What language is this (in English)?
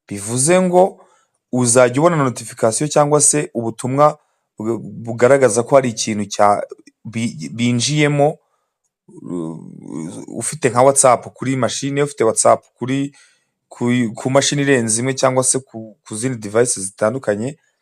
Kinyarwanda